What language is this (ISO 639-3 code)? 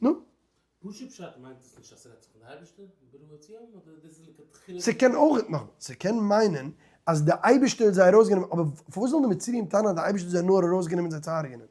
yid